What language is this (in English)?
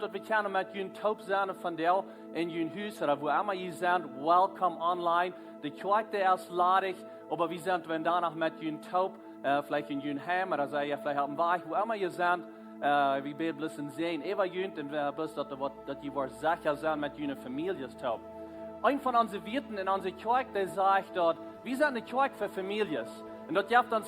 Plautdietsch